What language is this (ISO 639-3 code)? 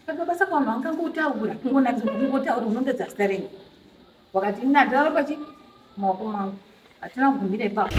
sna